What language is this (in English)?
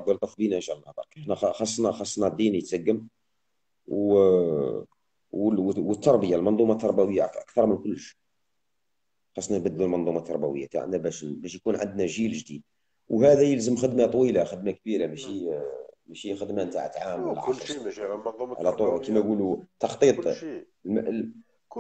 Algerian Arabic